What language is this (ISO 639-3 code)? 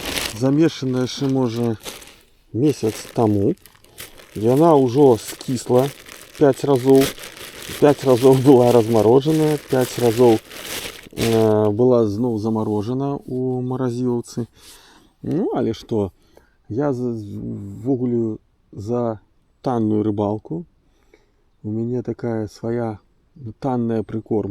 bel